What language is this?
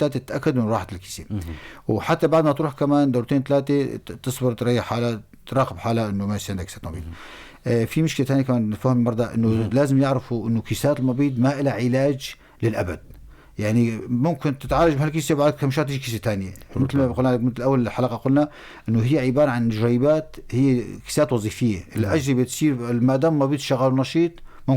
North Levantine Arabic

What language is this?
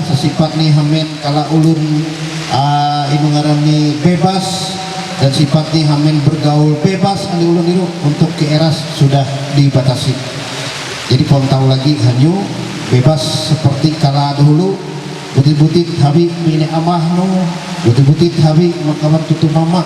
Ma'anyan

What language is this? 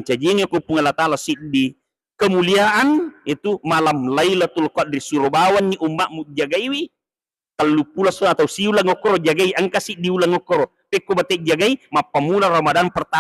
Buginese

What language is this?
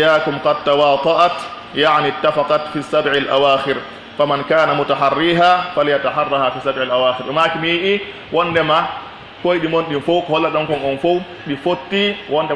Pular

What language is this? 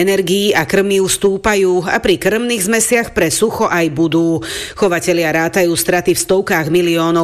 Slovak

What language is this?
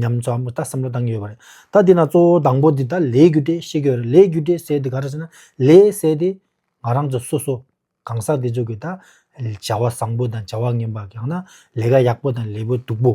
Tibetan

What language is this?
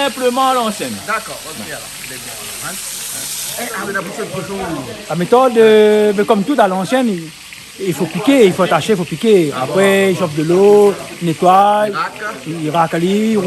Réunion Creole French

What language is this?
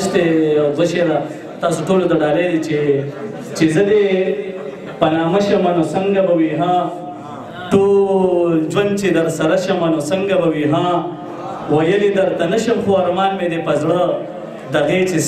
Pashto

